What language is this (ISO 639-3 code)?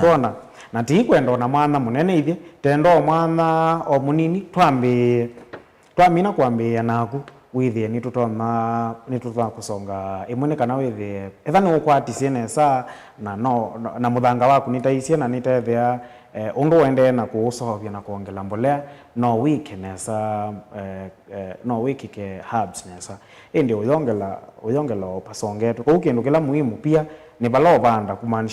kam